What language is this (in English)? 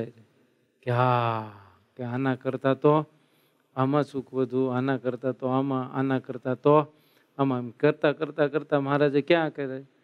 Gujarati